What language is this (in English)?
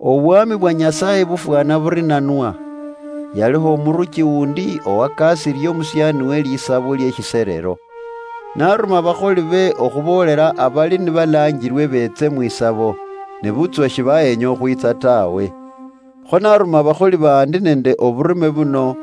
Luyia